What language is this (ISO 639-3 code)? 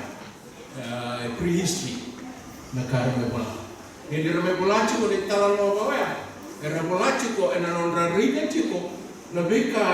fij